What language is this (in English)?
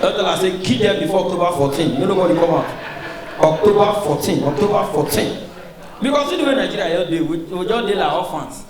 Nigerian Pidgin